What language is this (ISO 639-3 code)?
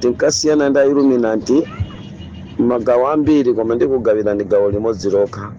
nya